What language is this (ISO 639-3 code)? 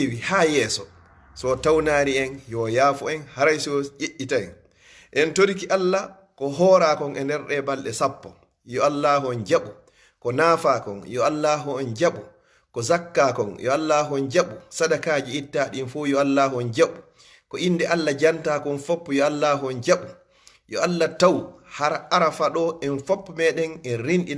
ful